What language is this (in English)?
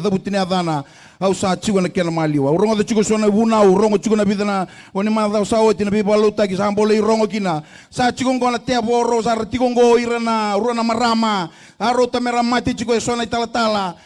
Fijian